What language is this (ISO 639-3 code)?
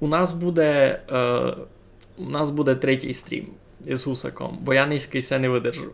rue